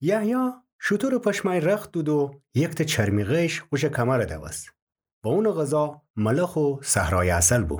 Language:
Gilaki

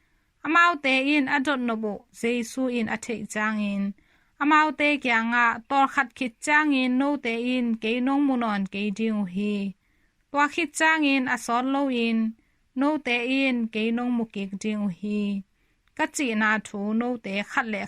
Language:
Tedim Chin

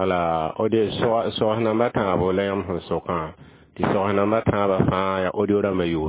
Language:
Mossi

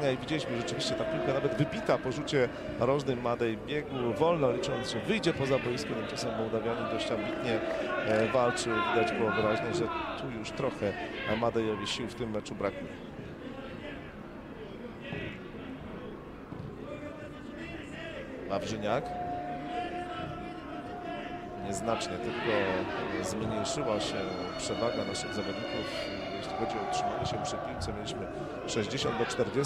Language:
Polish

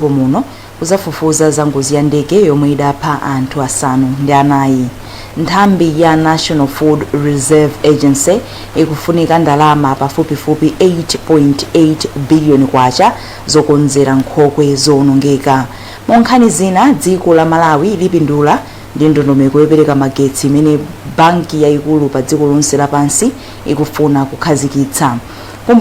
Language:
Nyanja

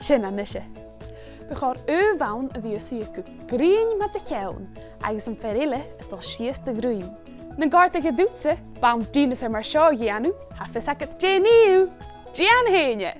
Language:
Scottish Gaelic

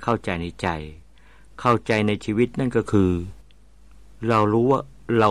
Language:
Thai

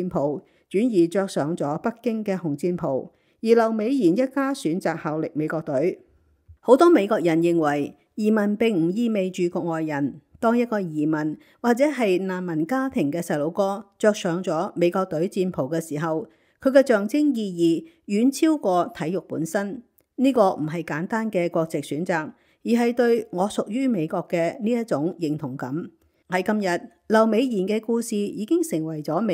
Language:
Cantonese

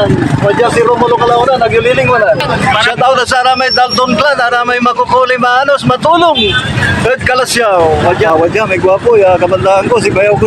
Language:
Pangasinan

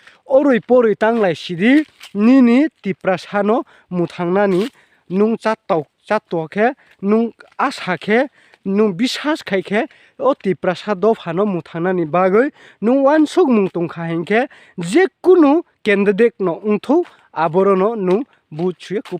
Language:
Riang (India)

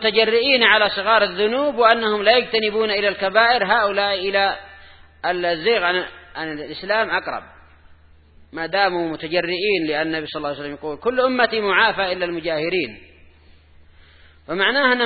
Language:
Arabic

